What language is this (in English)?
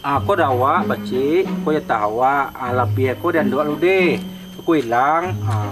Minangkabau